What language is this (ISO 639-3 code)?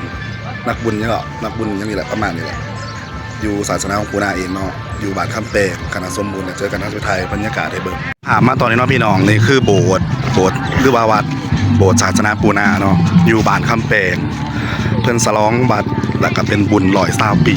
tts